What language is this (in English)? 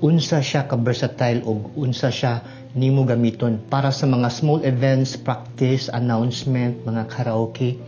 Cebuano